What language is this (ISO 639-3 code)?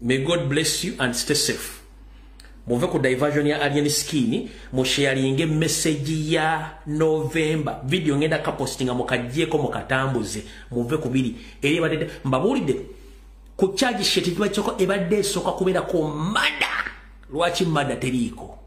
lug